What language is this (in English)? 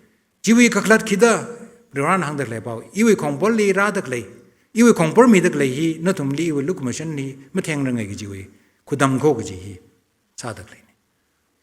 Tangkhul Naga (India)